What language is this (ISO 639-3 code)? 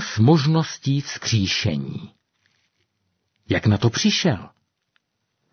ces